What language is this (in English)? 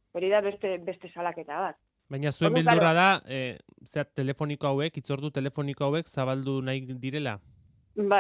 Basque